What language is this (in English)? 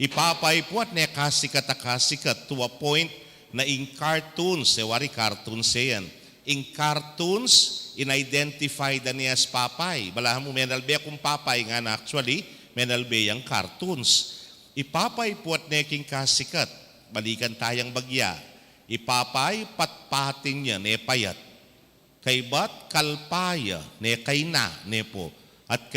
Pampanga